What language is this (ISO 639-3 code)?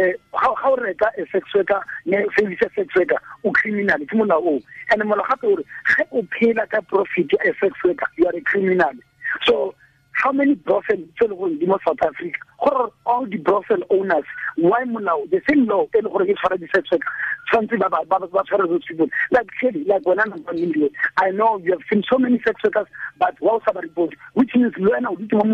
tsn